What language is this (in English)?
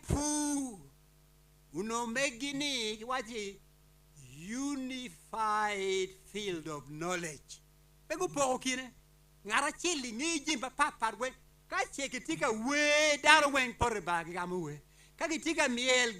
Acoli